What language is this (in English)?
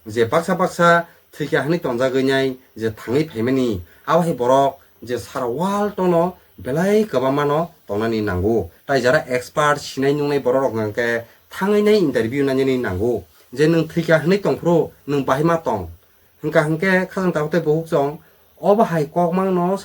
Kok Borok